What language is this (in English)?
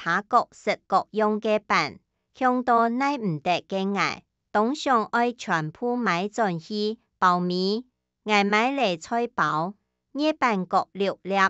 Hakka Chinese